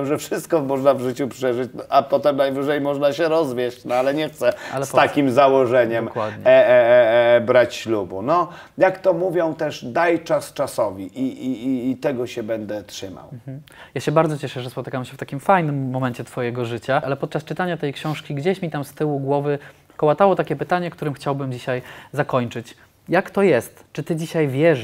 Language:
Polish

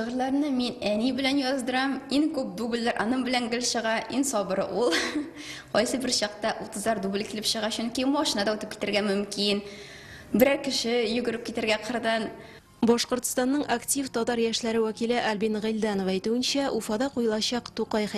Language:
Tatar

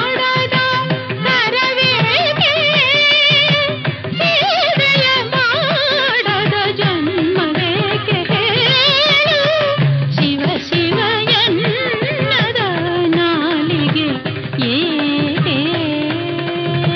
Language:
Kannada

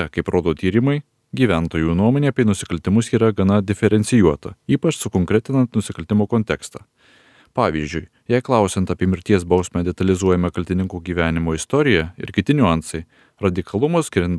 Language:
Lithuanian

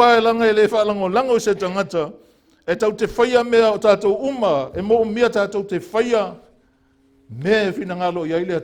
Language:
Samoan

